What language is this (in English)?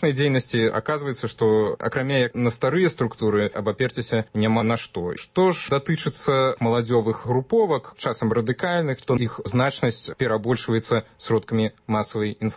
Belarusian